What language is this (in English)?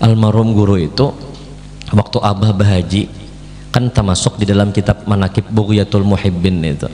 Banjar